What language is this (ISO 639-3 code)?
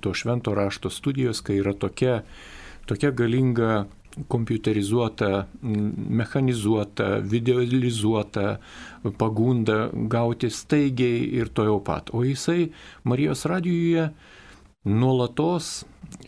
lit